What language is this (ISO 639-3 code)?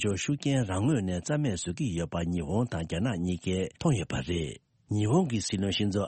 bod